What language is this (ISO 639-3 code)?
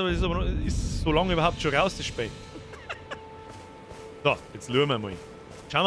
bar